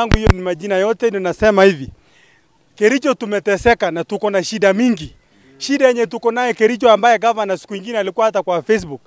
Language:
Swahili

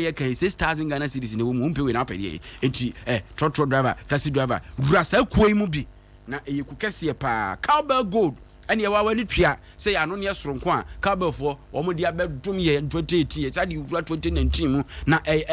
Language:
Akan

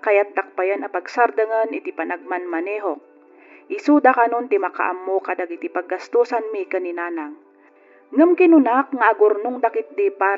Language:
Iloko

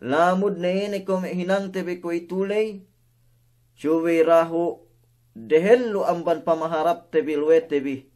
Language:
Yakan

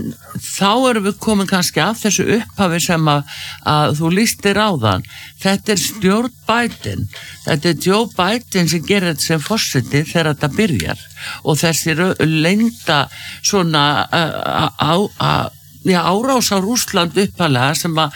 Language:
Icelandic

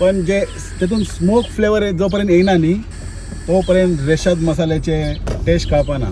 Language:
Konkani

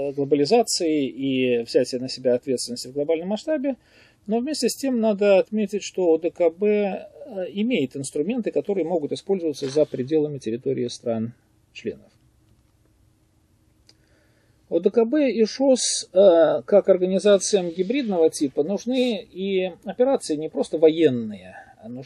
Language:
Russian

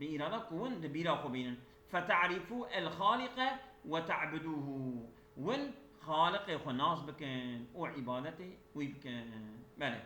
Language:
Kurdish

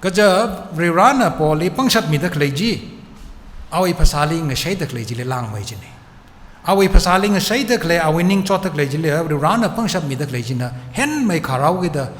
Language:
Tangkhul Naga (India)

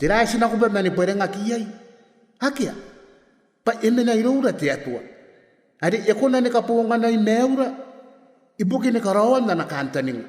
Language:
Gilbertese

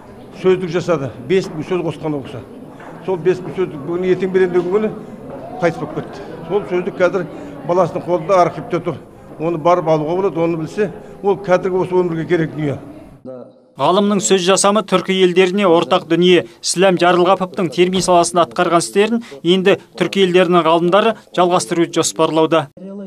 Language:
Kazakh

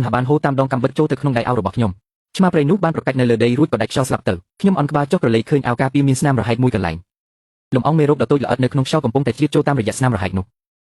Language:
Khmer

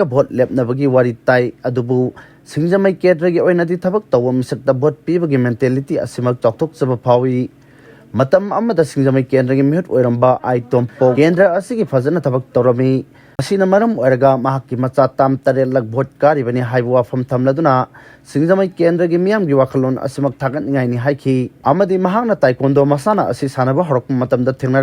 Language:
Manipuri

